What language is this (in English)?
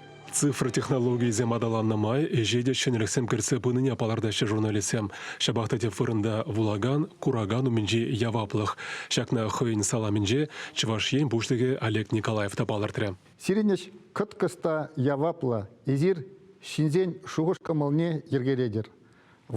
Chuvash